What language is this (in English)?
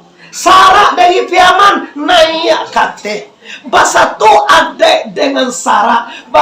Minangkabau